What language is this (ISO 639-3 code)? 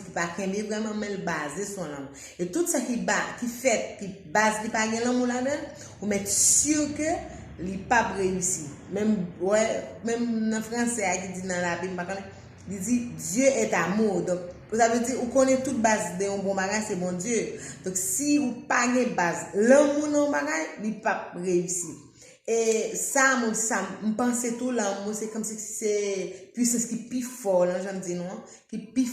hat